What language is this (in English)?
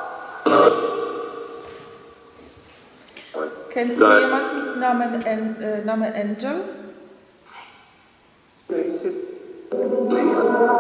German